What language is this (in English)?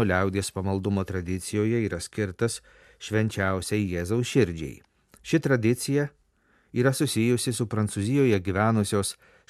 Lithuanian